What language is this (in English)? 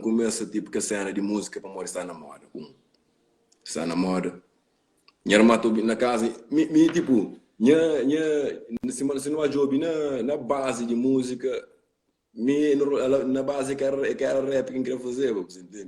Kabuverdianu